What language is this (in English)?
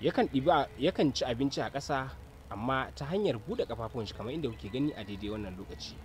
Hausa